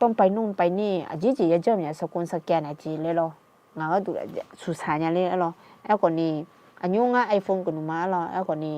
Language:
Akha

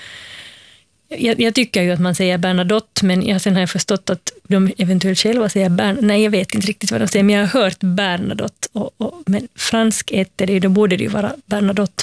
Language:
Swedish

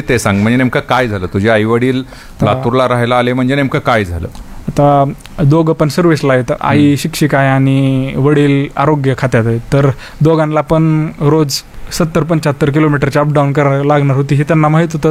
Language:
Marathi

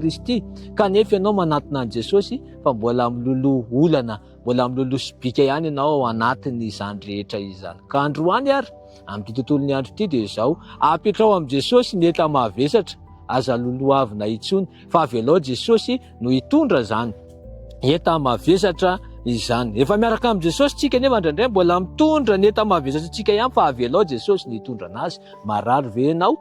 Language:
Malagasy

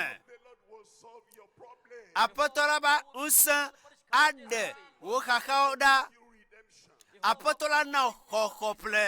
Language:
Ewe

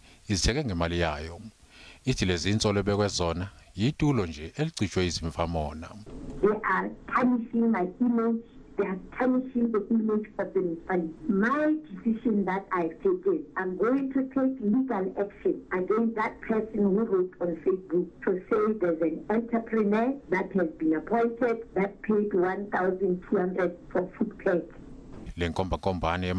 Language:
Zulu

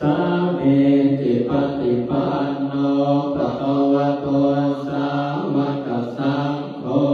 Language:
Pali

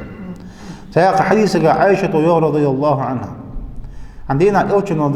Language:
Ingush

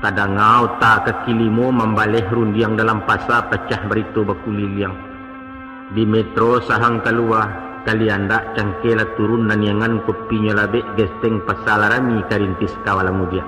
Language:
Minangkabau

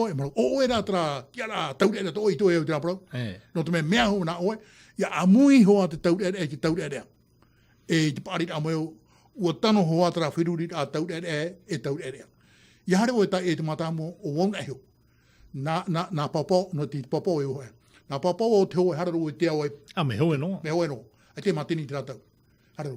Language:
Tahitian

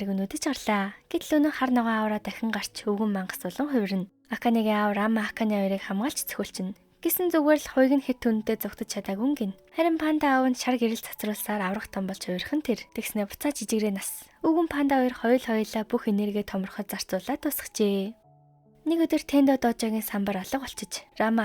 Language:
Mongolian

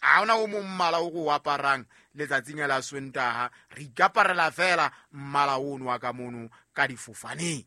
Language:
Southern Sotho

